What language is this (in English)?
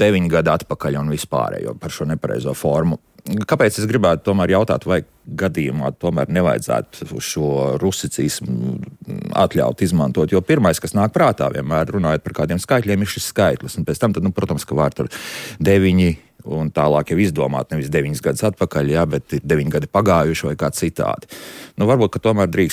Latvian